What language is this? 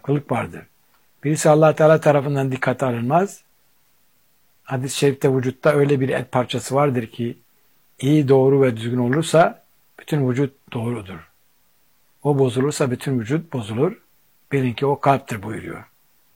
Turkish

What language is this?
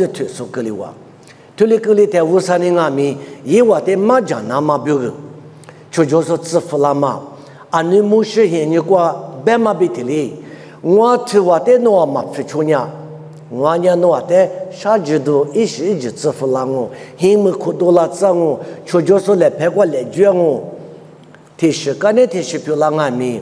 Lisu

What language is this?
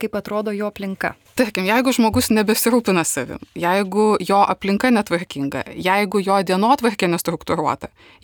Lithuanian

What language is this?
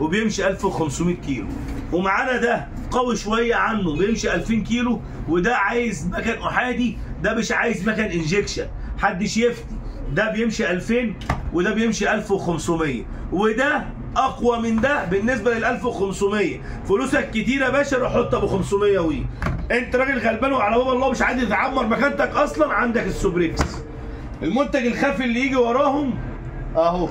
Egyptian Arabic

